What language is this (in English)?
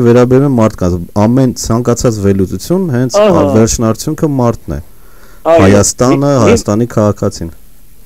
Armenian